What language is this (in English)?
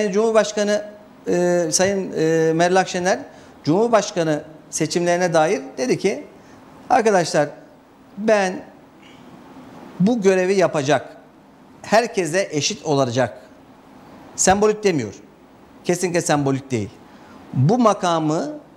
Turkish